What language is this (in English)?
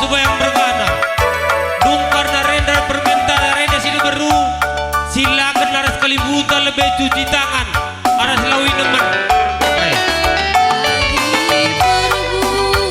Batak Karo